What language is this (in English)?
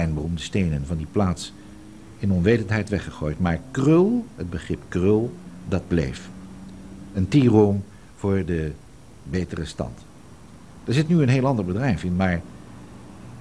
Dutch